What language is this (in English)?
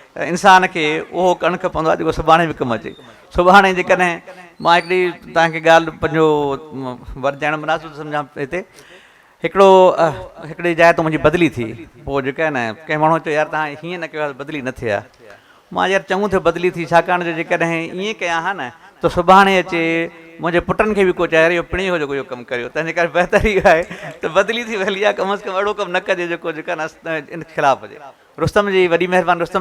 Sindhi